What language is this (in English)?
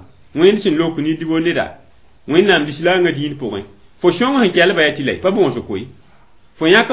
Mossi